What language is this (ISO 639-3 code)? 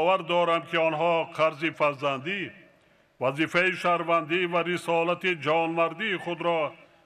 tgk